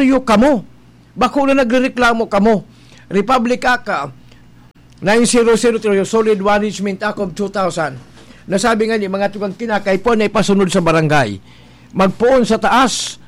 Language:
Bikol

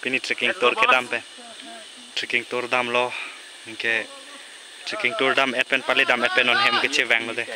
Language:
Karbi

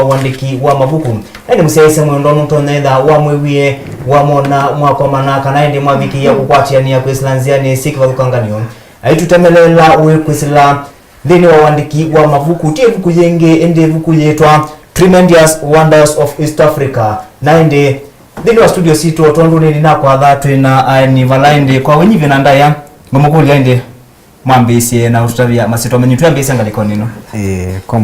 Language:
Kamba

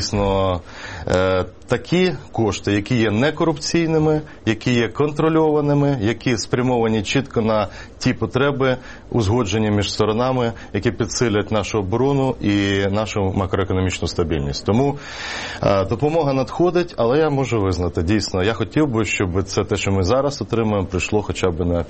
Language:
Ukrainian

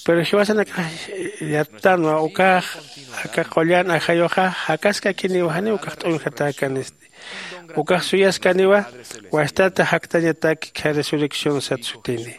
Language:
Aymara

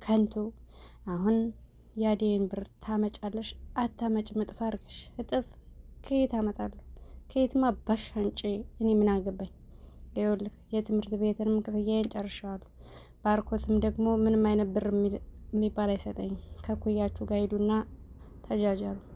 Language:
Amharic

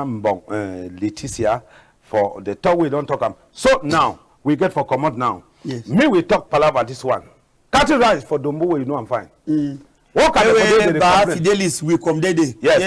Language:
Cameroon Pidgin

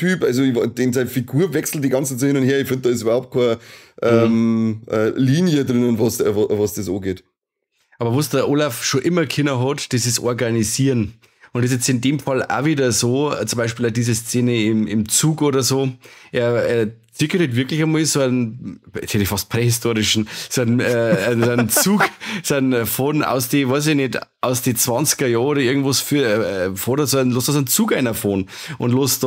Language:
Bavarian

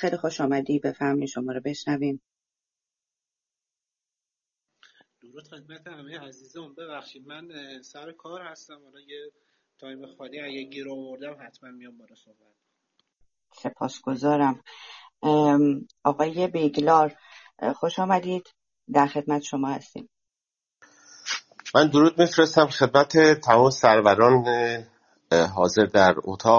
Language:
Persian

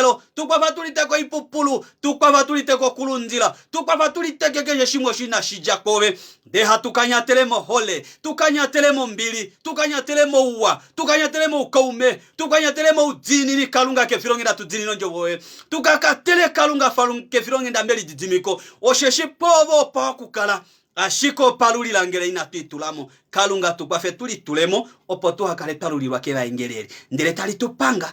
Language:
Kuanyama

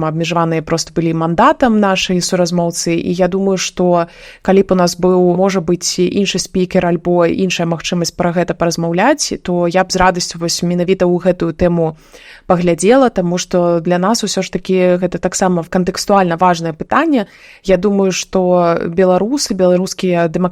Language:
Belarusian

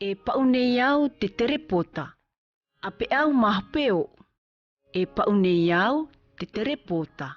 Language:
South Marquesan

